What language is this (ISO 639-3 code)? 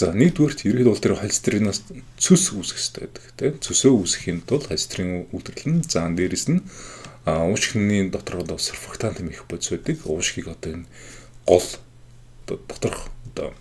mon